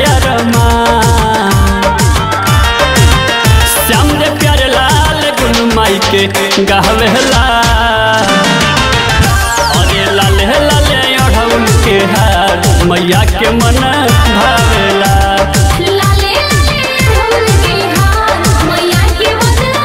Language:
Bhojpuri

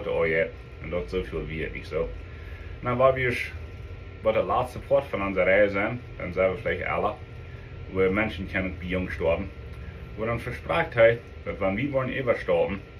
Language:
Plautdietsch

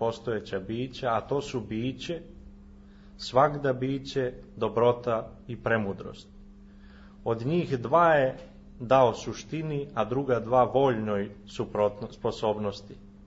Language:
Serbian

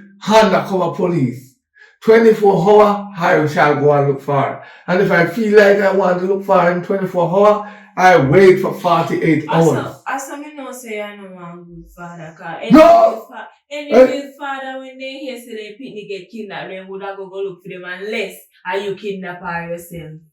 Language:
Jamaican Creole English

